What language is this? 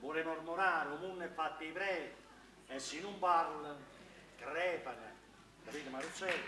Neapolitan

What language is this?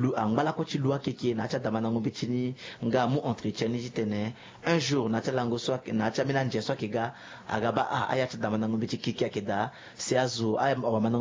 Sango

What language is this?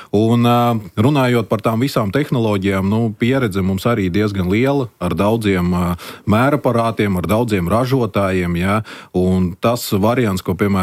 Latvian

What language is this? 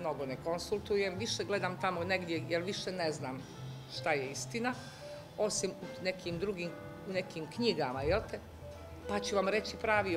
Bosnian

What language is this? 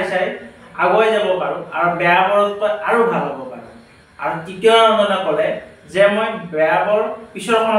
Assamese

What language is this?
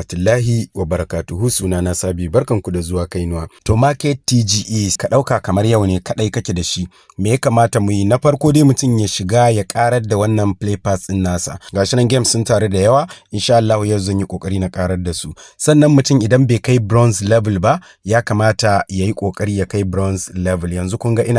Hausa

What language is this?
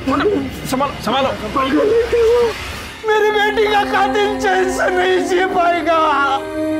Hindi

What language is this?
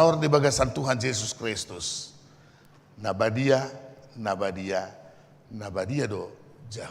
Batak Toba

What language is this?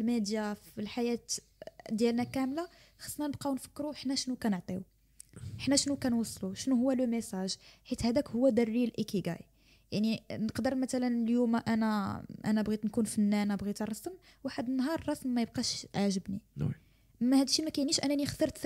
Moroccan Arabic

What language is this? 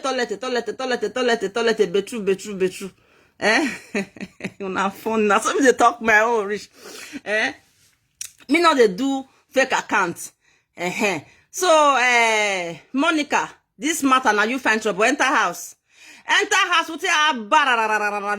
Nigerian Pidgin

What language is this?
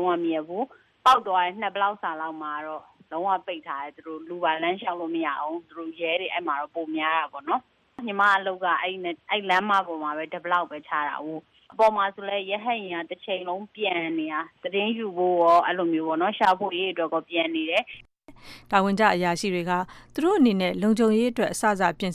Burmese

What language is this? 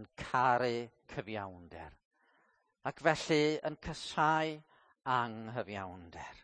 Welsh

